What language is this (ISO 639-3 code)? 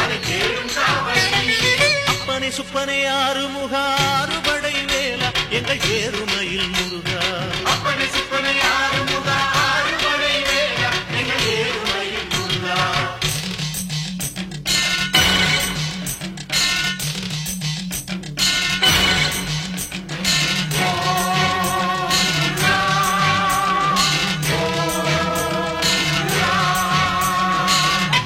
tam